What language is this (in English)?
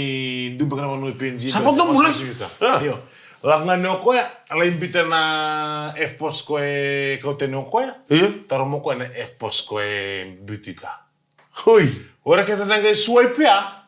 Fijian